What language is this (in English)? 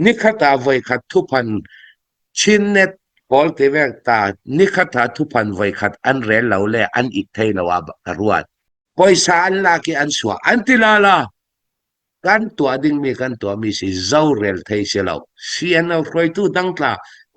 Hakha Chin